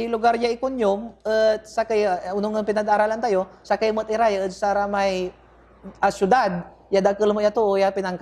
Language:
Pangasinan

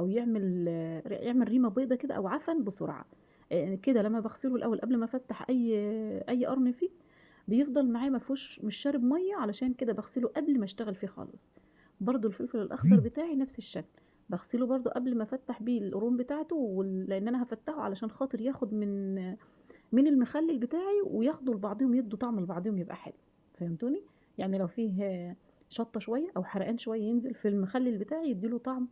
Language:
Egyptian Arabic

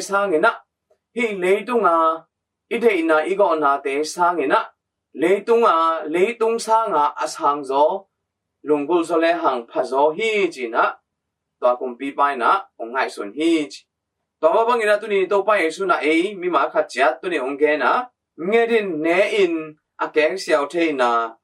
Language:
Tedim Chin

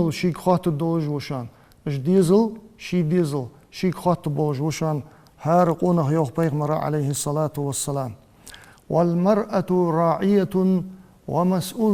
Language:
Ingush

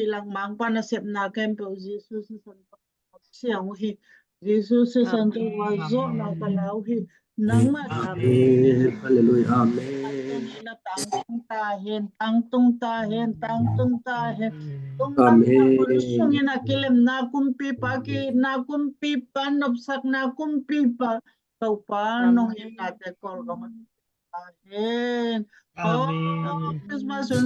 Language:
Tedim Chin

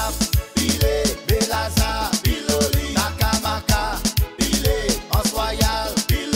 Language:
Seselwa Creole French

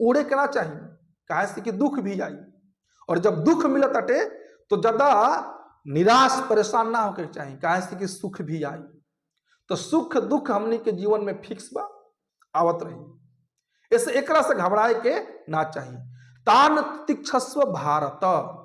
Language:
Bhojpuri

